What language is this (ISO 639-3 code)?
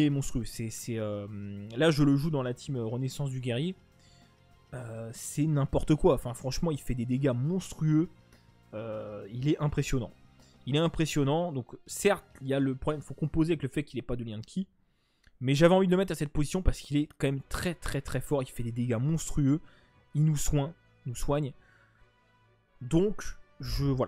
fra